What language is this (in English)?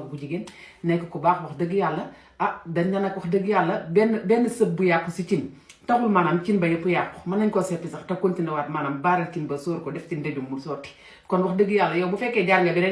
Wolof